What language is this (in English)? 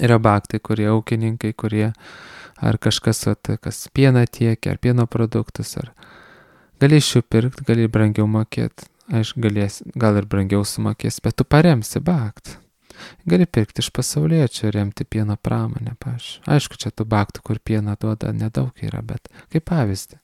Lithuanian